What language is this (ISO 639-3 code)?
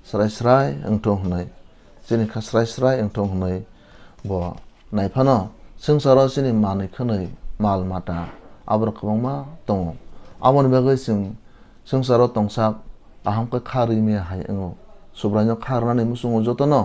trp